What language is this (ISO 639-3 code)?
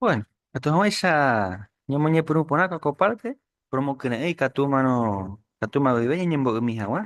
grn